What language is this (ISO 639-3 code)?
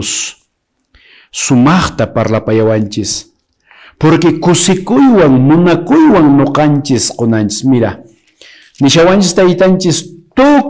que